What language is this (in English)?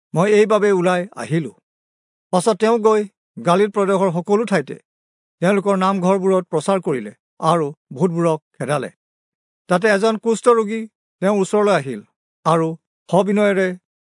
Assamese